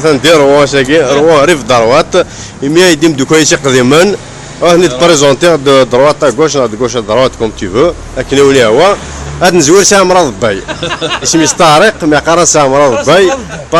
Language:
Kabyle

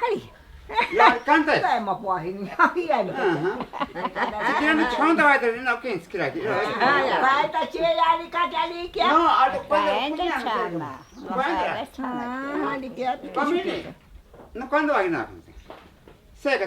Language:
Ashéninka Perené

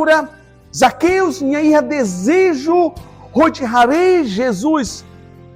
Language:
Tetum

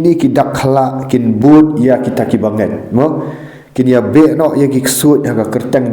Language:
Khasi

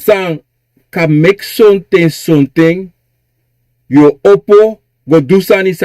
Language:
Sranan Tongo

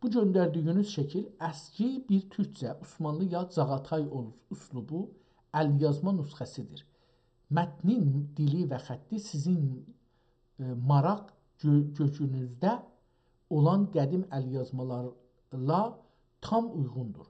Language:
South Azerbaijani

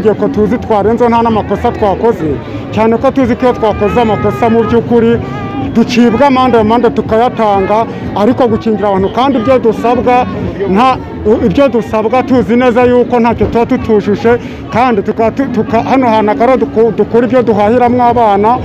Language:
Kinyarwanda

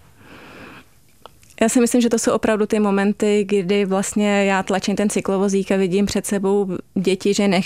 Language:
Czech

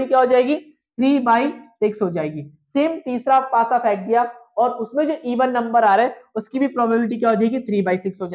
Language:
Hindi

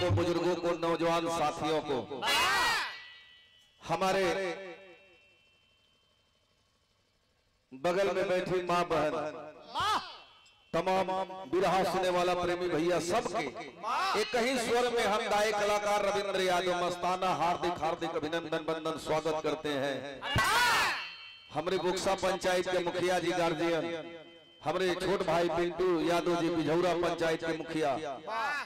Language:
Bhojpuri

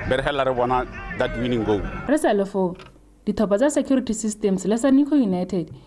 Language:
Tswana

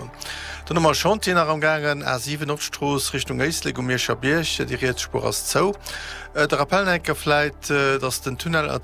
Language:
Luxembourgish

